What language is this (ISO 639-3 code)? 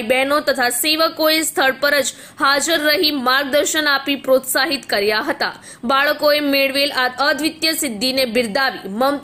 guj